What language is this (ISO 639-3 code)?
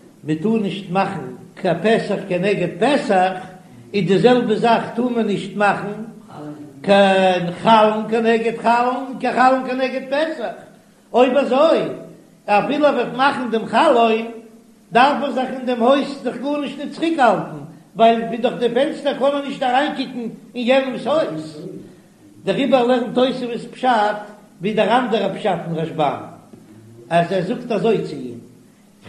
yid